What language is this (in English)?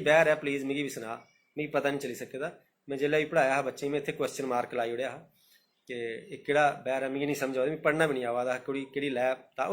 Dogri